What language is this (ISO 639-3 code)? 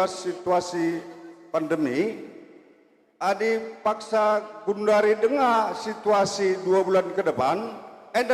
btx